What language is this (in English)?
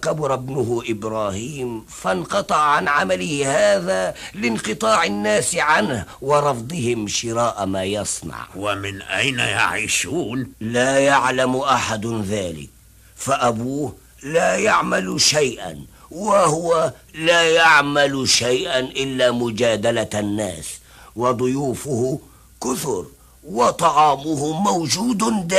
Arabic